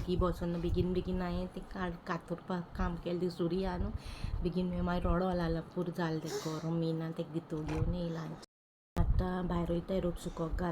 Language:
Konkani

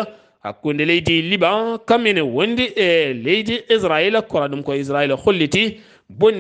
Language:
Fula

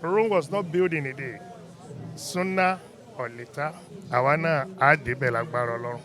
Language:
Yoruba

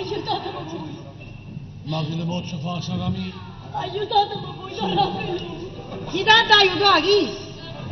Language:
Neapolitan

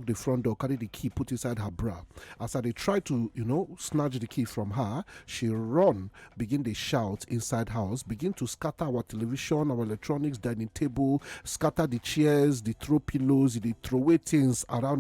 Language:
Nigerian Pidgin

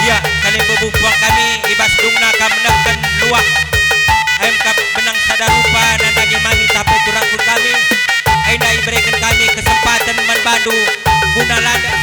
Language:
Batak Karo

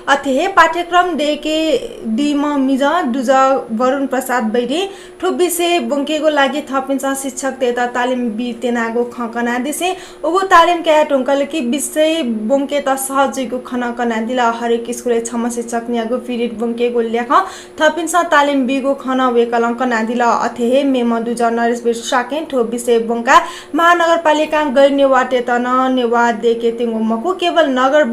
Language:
Newari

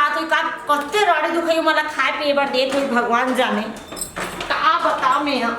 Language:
Chhattisgarhi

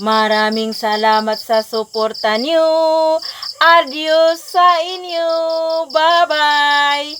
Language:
Cebuano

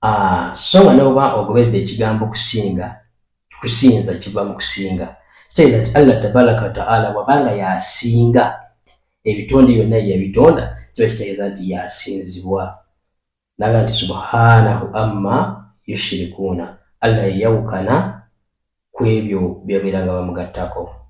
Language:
Ganda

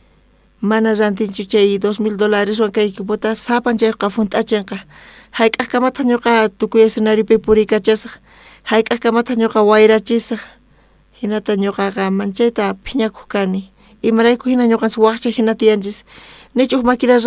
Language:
South Bolivian Quechua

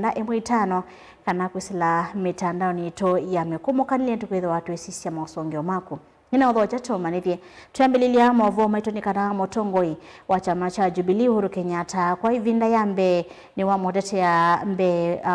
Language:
Kamba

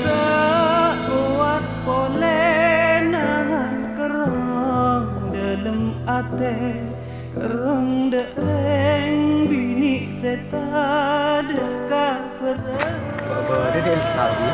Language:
Madurese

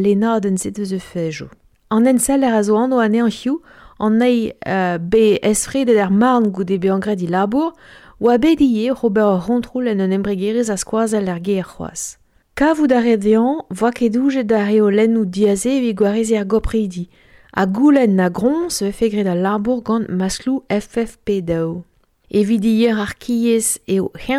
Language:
Breton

